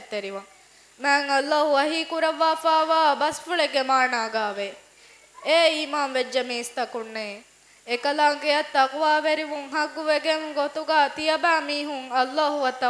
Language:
Divehi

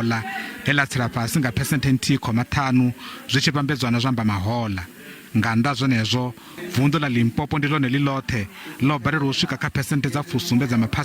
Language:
Venda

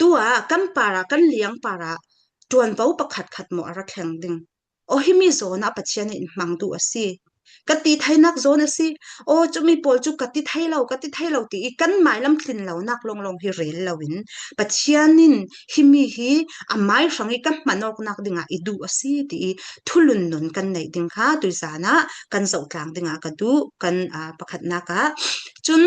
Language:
Falam Chin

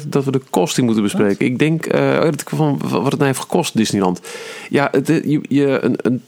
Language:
Dutch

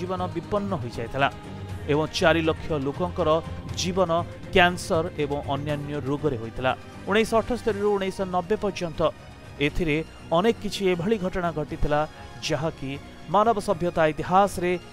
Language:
Odia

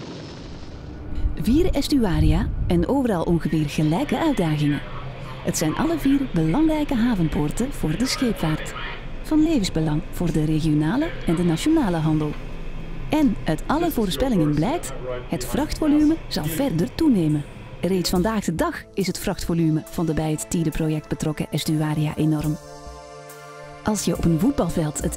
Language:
Dutch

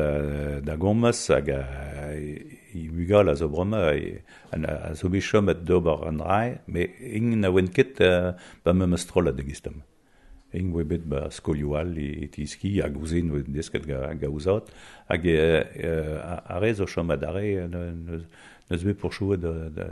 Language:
Breton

